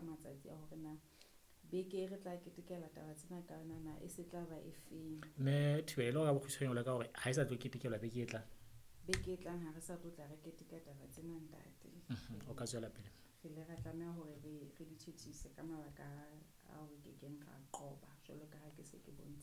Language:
Southern Sotho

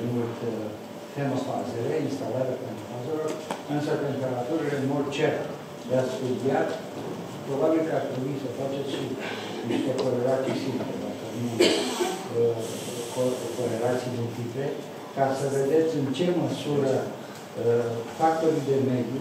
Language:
Romanian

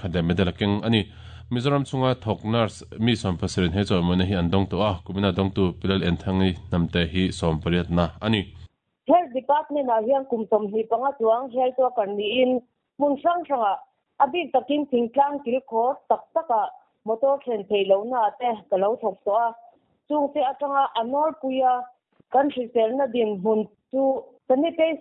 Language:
Mizo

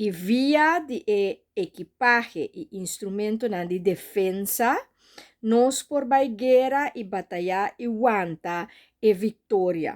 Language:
Papiamento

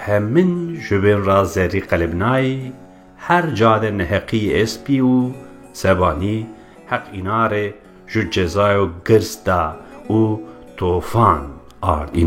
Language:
Zaza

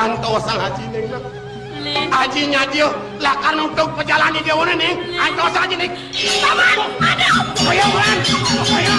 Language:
Balinese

